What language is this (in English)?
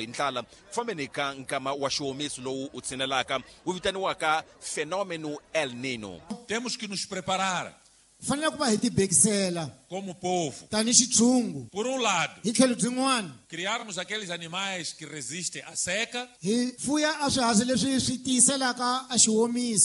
Tsonga